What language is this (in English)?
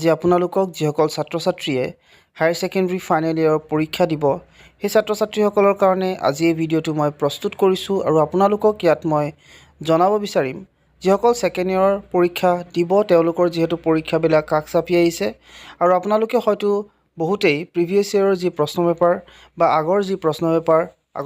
Assamese